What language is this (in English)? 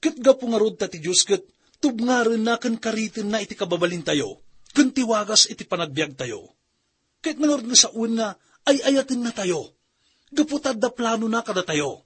Iloko